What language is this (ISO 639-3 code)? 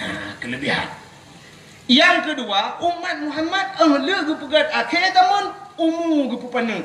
ace